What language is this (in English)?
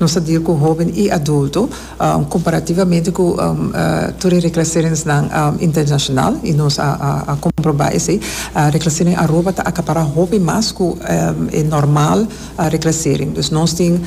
Papiamento